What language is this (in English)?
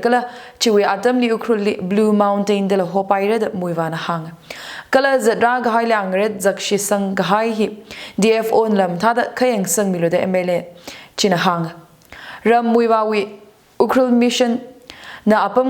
Tangkhul Naga (India)